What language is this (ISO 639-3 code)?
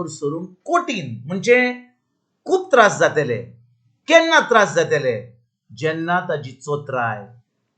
kok